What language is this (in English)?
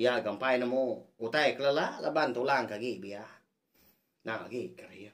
Iban